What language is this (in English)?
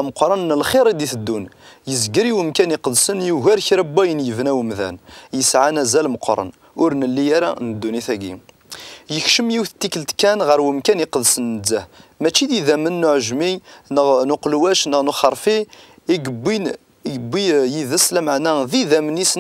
Kabyle